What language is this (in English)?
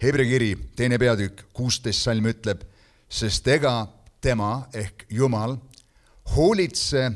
Estonian